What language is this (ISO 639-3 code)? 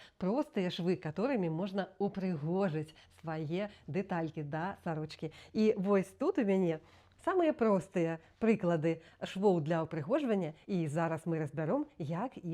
bel